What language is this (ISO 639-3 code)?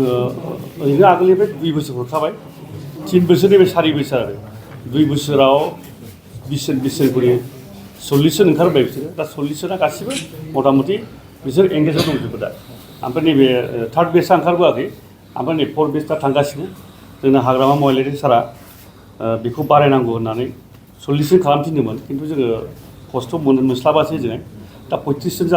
brx